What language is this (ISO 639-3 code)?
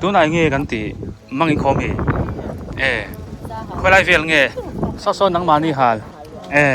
biu